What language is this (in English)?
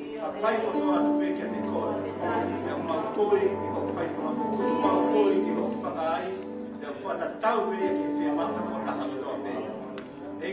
Tongan